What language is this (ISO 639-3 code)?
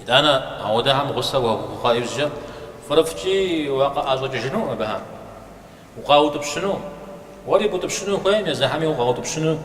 kbd